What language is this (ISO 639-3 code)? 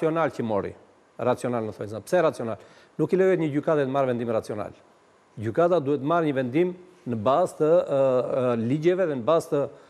sqi